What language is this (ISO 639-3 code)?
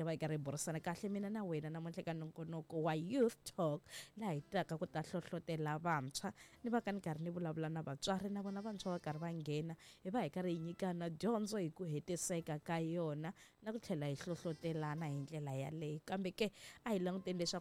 tso